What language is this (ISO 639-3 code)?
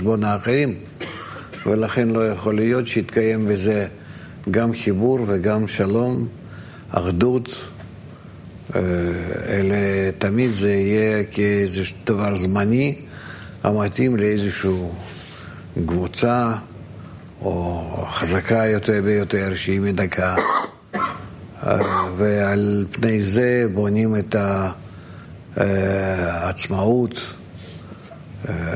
heb